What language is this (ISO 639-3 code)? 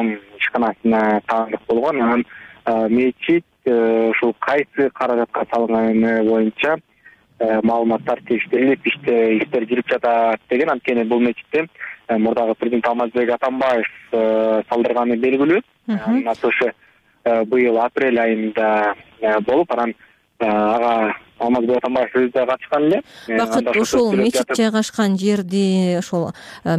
kir